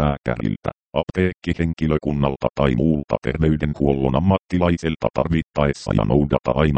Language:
Finnish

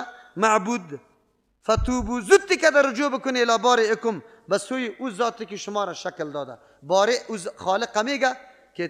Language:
Persian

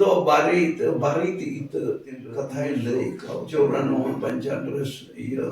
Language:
Santali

